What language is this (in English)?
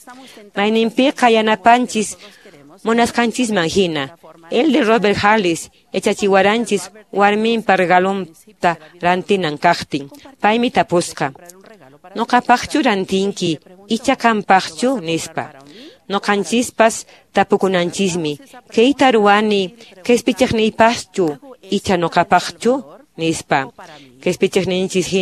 Quechua